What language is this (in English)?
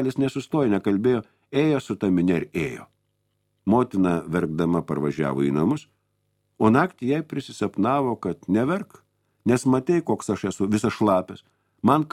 Lithuanian